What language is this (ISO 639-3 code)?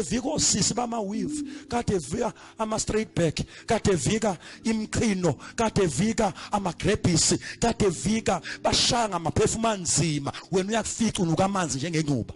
zul